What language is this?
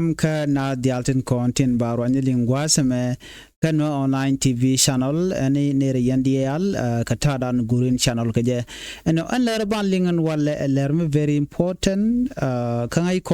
Nuer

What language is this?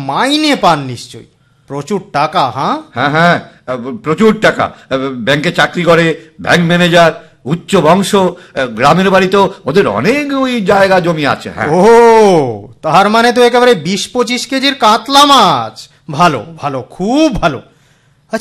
Bangla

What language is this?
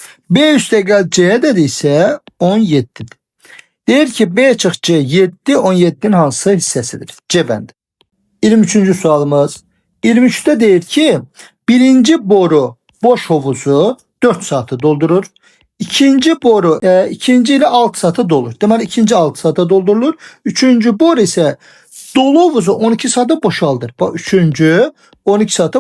Azerbaijani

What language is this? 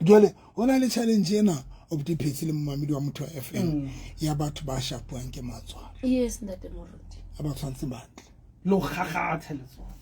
Southern Sotho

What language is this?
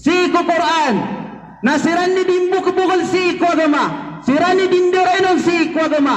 Maranao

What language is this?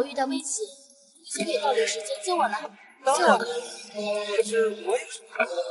Chinese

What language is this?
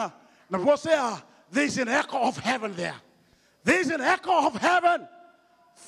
Fijian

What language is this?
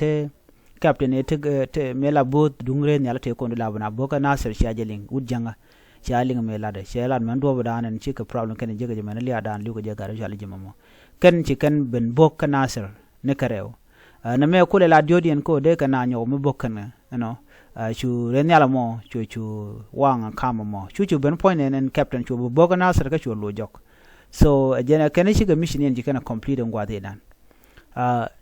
Nuer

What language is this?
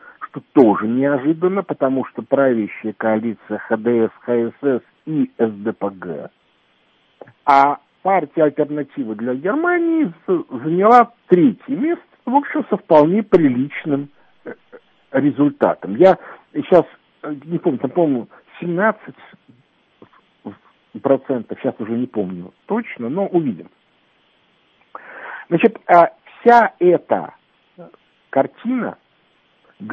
Russian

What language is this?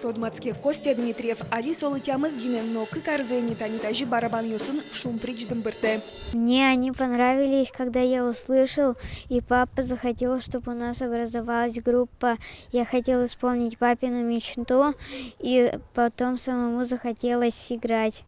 Udmurt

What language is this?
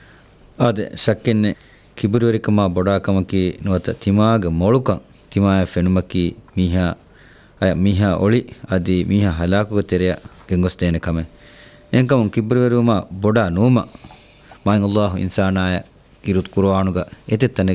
Divehi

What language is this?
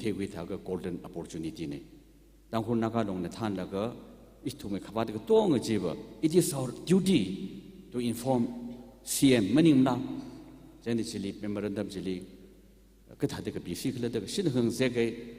Tangkhul Naga (India)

